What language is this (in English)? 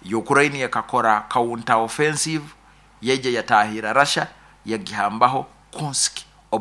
Nyoro